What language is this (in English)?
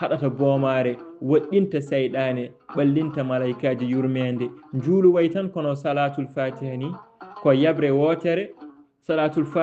Fula